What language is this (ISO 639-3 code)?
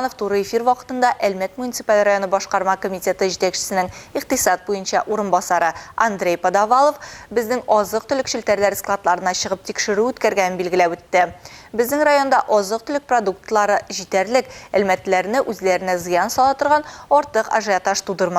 tat